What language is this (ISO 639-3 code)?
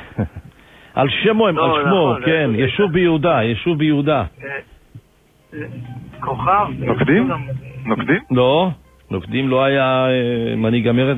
heb